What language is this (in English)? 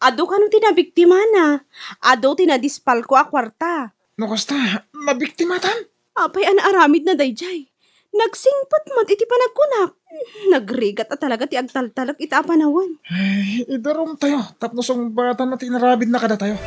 Iloko